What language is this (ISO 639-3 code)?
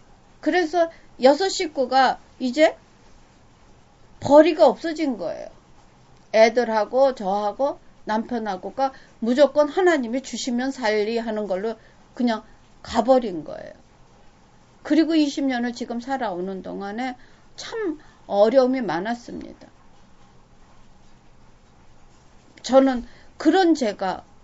kor